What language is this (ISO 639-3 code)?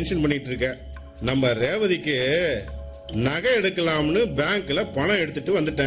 tam